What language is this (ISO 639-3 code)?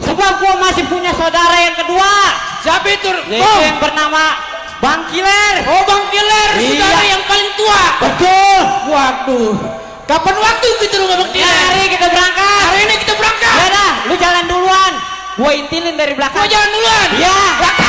bew